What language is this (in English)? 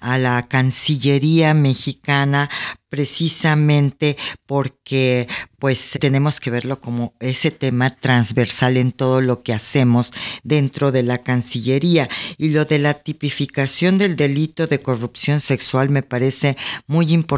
Spanish